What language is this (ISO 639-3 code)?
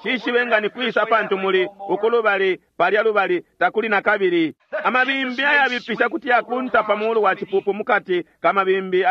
bem